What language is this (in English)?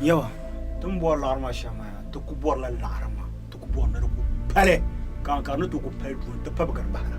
Dagbani